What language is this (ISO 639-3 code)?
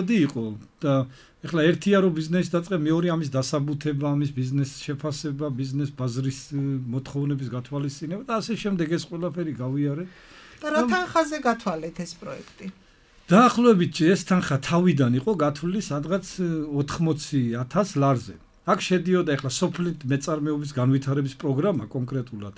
kat